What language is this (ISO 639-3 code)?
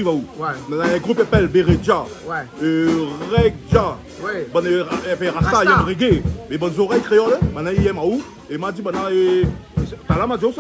rcf